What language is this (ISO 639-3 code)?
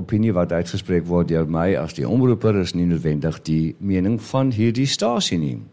afr